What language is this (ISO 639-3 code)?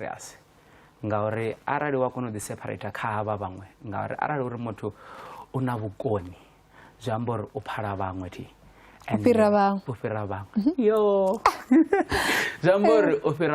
ven